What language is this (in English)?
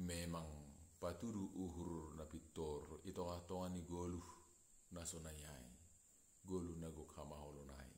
Batak Simalungun